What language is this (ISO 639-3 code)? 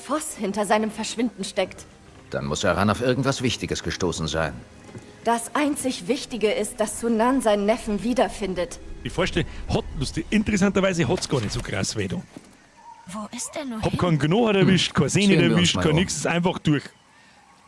bar